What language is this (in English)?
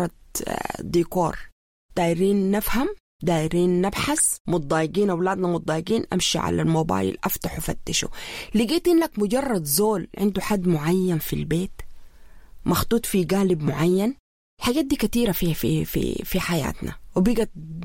Sudanese Arabic